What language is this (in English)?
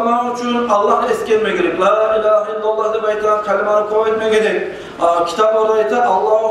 Kumyk